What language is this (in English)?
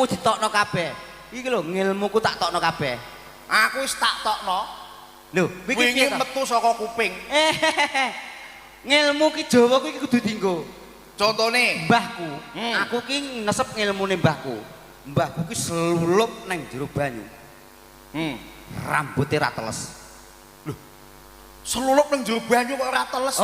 Javanese